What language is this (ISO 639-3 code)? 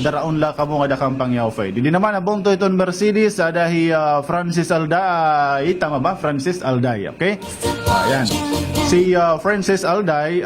war